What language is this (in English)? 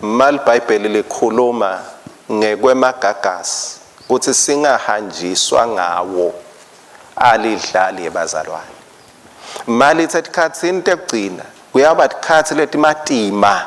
Swati